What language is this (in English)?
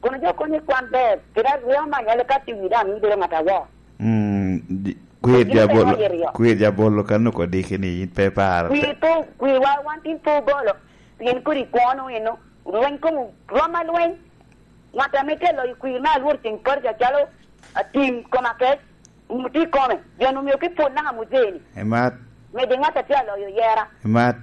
Lango (Uganda)